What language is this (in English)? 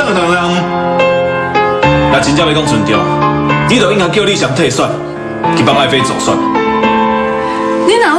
Min Nan Chinese